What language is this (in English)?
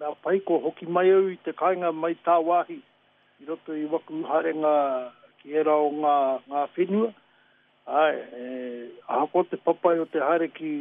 Māori